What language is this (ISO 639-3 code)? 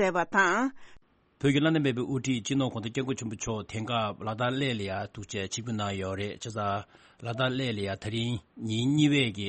bod